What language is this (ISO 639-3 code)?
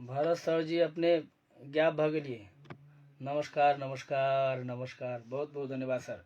mai